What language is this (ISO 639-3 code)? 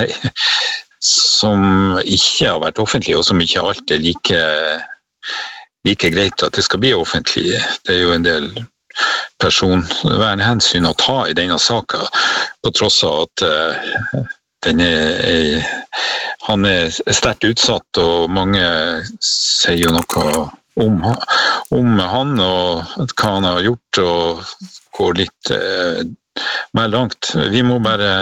nor